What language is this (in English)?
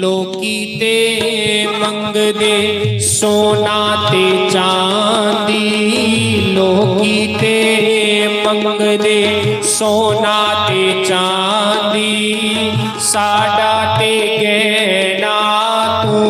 Dogri